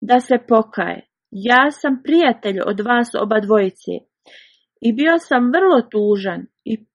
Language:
Bosnian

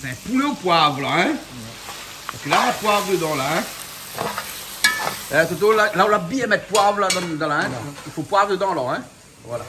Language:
Réunion Creole French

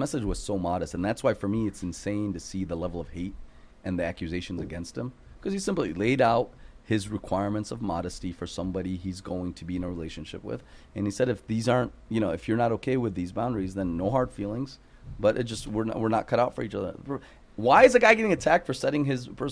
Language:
English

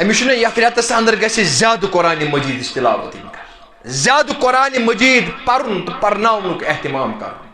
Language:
Kashmiri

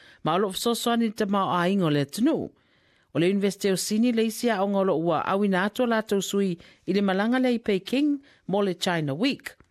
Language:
Samoan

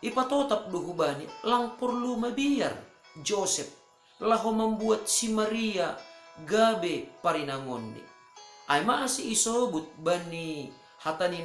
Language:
Batak Simalungun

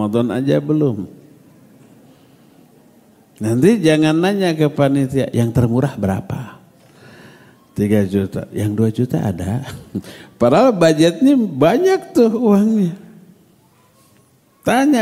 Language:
Indonesian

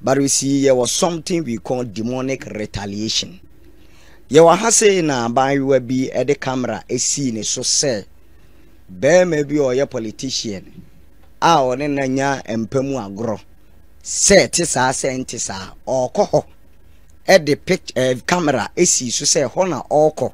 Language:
Akan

